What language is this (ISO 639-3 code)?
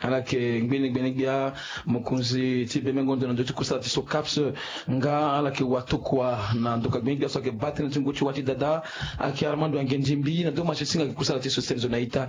sag